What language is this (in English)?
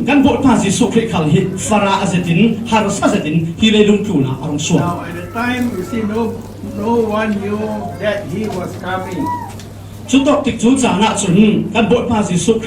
Falam Chin